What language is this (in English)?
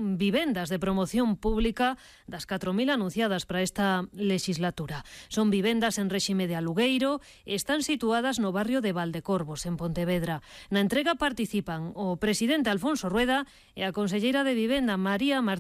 Galician